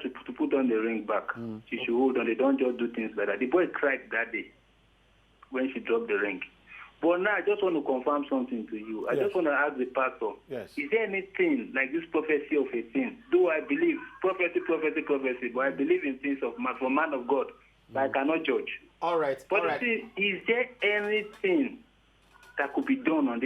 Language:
Nigerian Pidgin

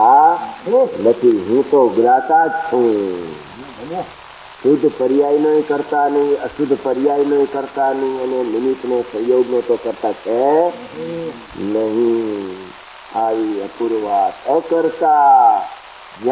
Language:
Gujarati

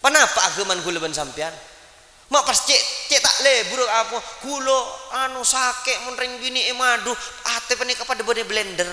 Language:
Madurese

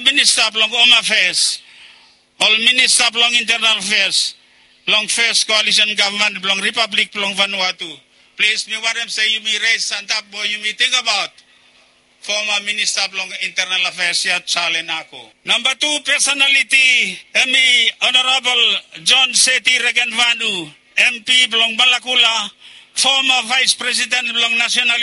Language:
Bislama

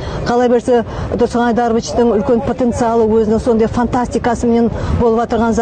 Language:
Kara-Kalpak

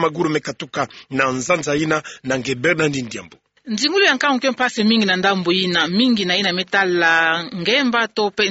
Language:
Kituba (Democratic Republic of Congo)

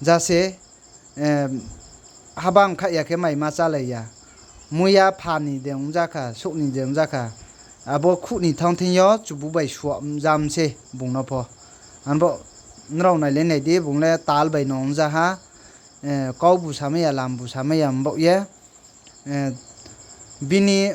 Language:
Riang (India)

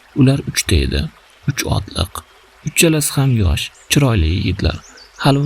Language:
Uzbek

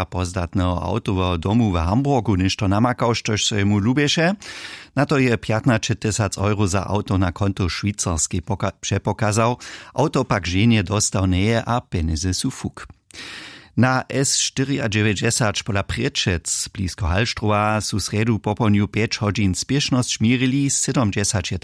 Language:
Upper Sorbian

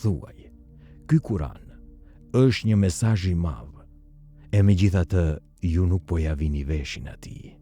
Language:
Albanian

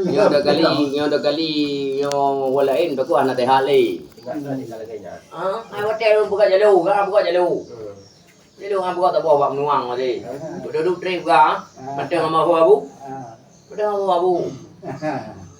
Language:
Achinese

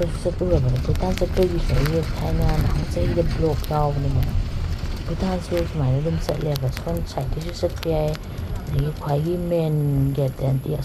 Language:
Manipuri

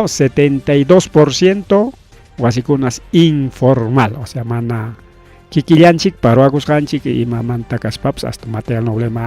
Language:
Ayacucho Quechua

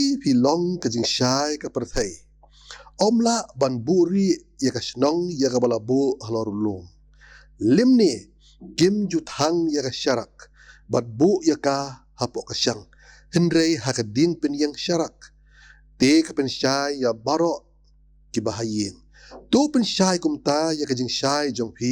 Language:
Khasi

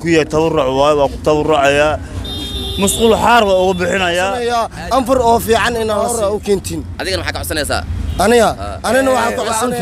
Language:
Somali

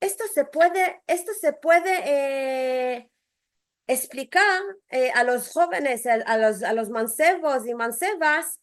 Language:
Ladino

